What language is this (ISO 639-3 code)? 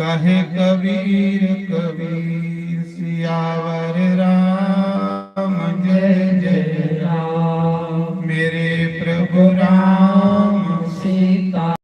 doi